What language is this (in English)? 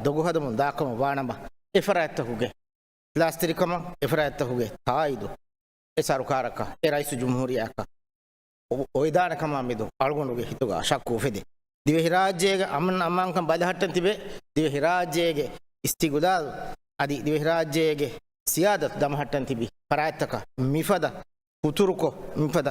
Divehi